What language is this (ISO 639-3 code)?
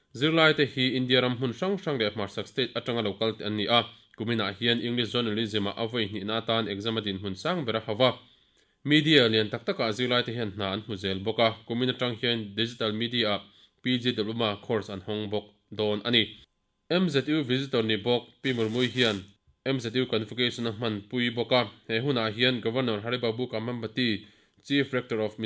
lus